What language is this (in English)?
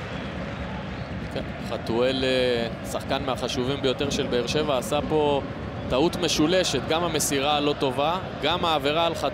Hebrew